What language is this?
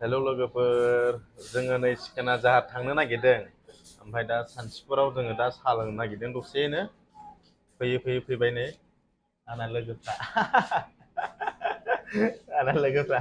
Bodo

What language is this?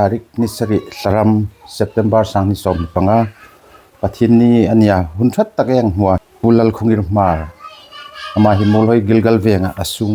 Hmar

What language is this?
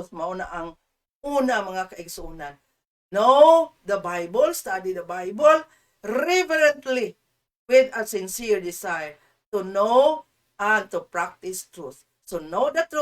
Cebuano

